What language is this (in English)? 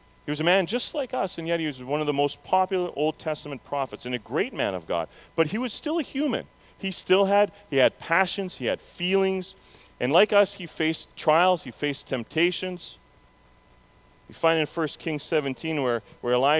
English